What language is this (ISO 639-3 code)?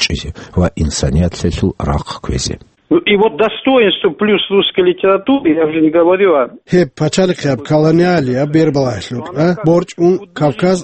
ava